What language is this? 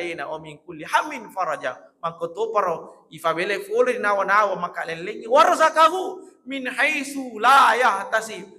Buginese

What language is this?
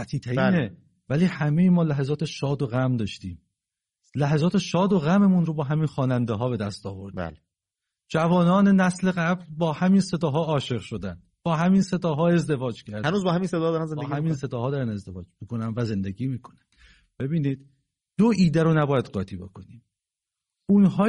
Persian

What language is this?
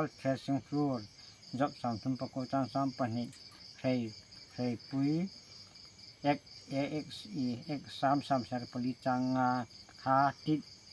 Hmar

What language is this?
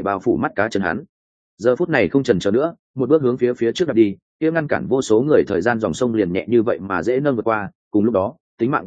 Vietnamese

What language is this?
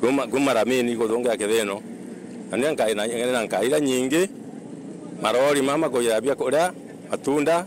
Meru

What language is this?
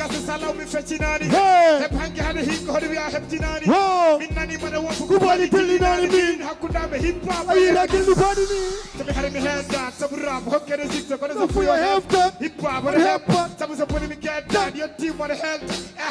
Fula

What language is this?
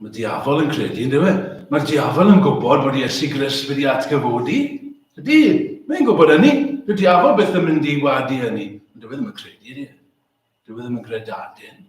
Welsh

